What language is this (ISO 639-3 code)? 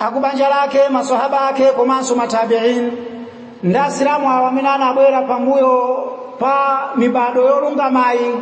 nya